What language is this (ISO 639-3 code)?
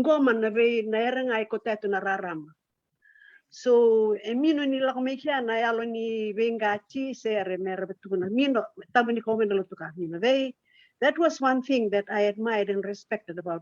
fij